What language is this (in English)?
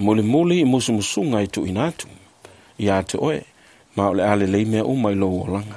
Samoan